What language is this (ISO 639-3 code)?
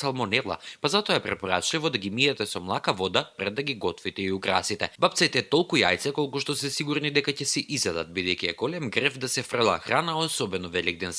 mkd